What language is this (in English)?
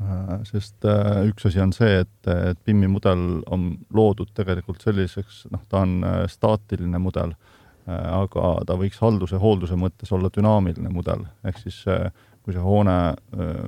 Estonian